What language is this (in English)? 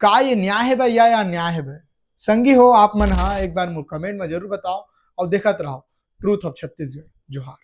Chhattisgarhi